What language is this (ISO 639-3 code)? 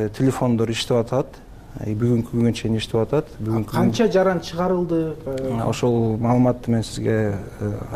kir